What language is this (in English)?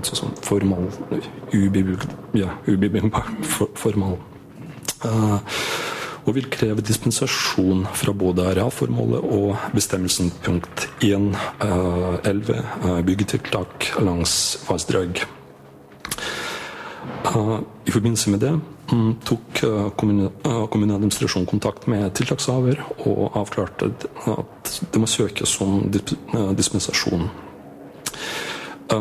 Norwegian